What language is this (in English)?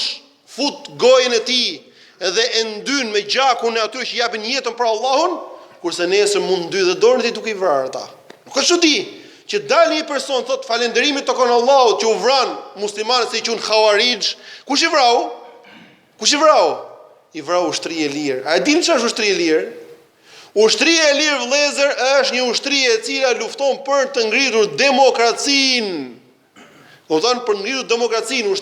Albanian